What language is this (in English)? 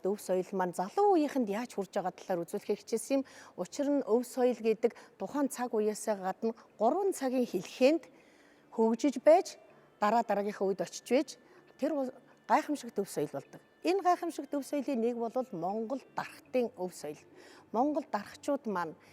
Mongolian